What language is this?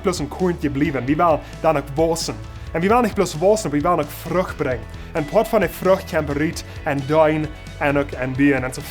Plautdietsch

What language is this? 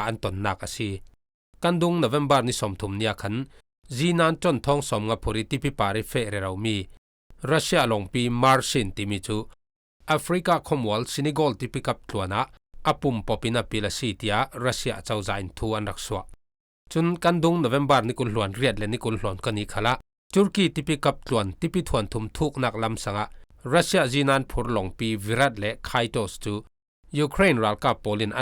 Falam Chin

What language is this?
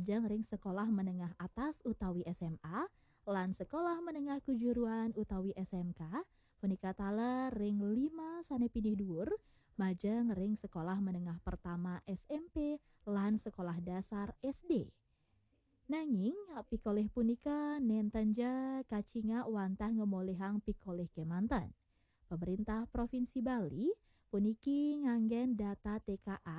Balinese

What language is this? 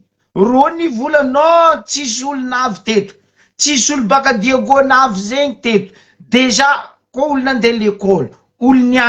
Malagasy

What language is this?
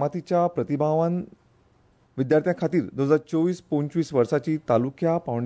Konkani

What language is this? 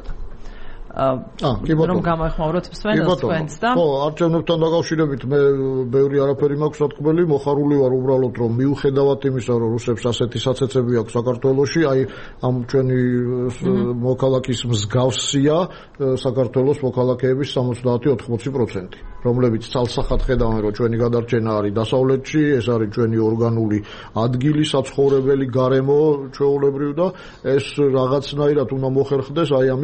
Georgian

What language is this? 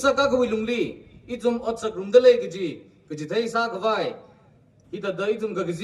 Tangkhul Naga (India)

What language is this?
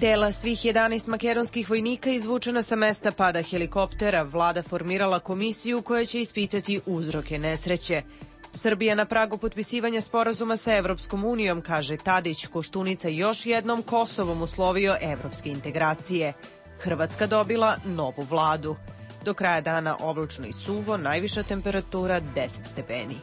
Serbian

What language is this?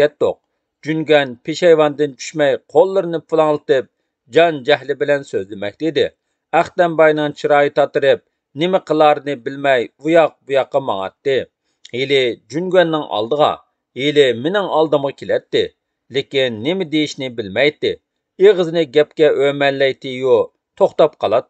Uyghur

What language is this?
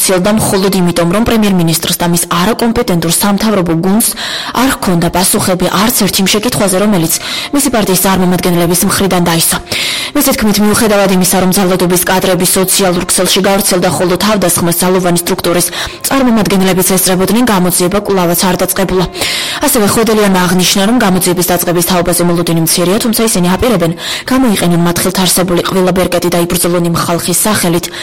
Georgian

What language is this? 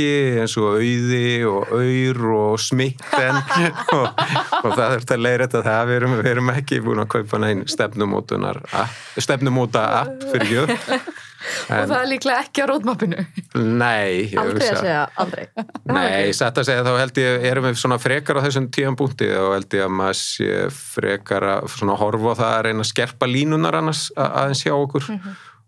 Icelandic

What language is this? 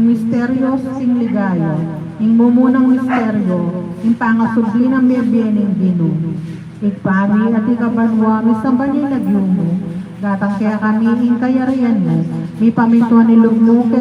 Pampanga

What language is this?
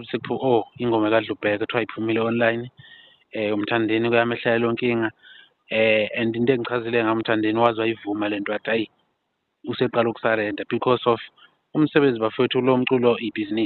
Zulu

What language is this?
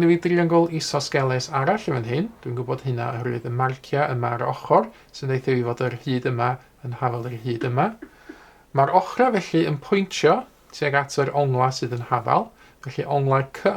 Welsh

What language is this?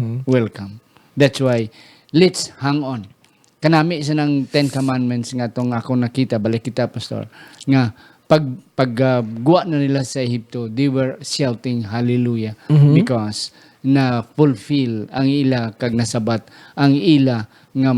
Hiligaynon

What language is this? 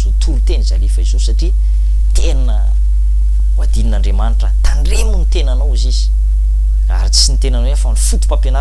Malagasy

